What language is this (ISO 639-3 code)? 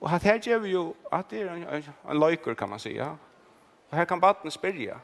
fao